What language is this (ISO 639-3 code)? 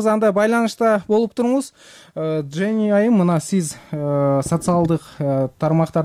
kir